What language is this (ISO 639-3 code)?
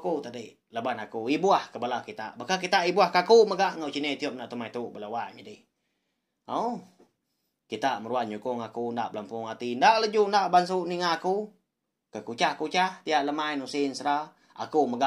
iba